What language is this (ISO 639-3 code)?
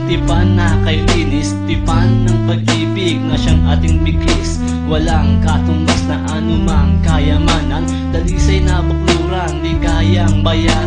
fil